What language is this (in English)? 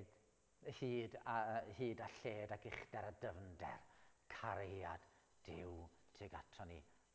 Welsh